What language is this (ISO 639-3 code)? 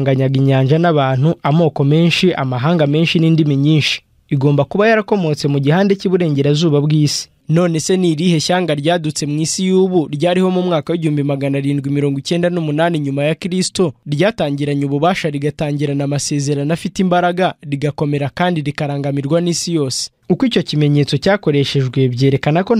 kin